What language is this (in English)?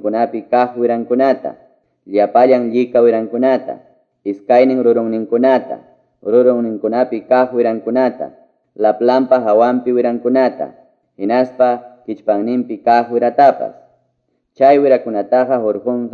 Quechua